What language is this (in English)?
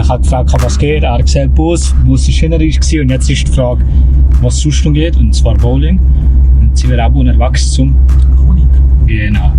Swiss German